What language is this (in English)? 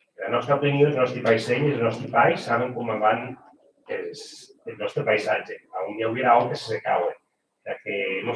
Occitan